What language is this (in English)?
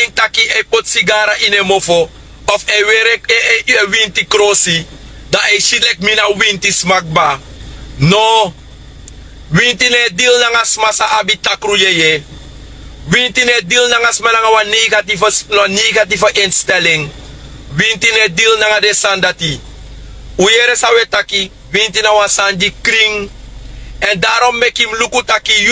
Sranan Tongo